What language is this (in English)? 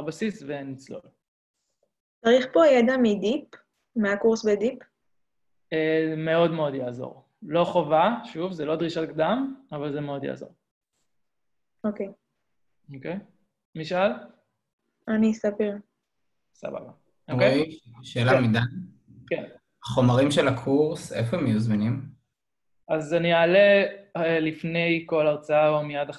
Hebrew